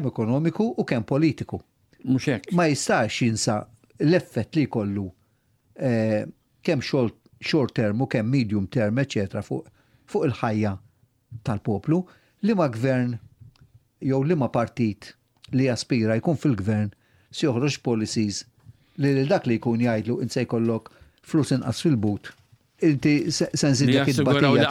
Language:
Maltese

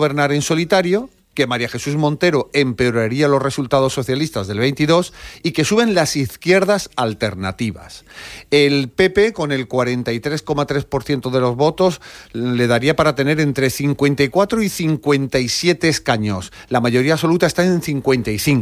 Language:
Spanish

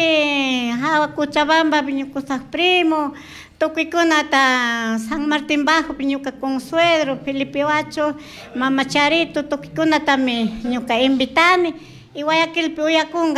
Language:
Chimborazo Highland Quichua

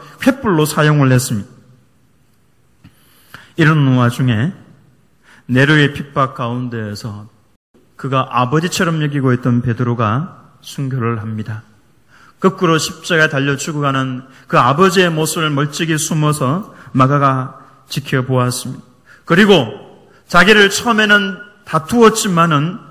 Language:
Korean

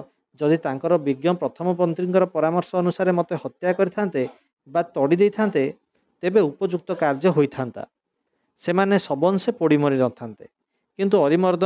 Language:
Odia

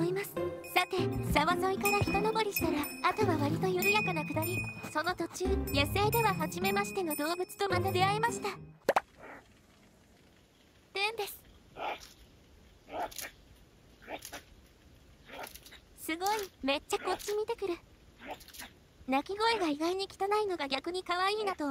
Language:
Japanese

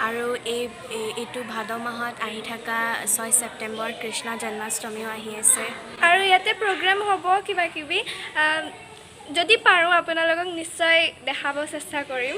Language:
Assamese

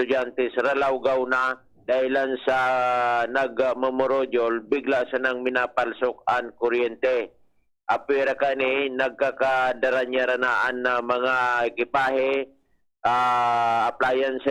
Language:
Bikol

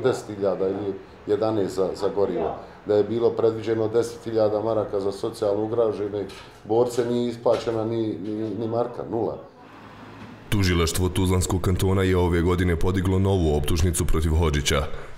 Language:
Bosnian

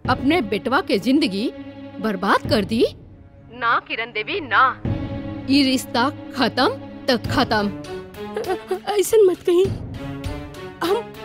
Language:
Bhojpuri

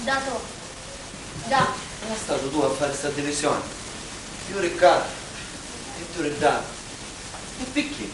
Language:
Sicilian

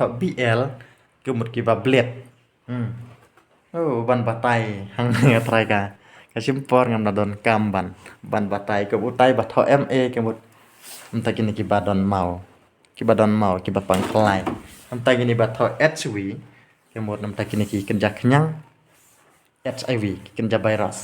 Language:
Khasi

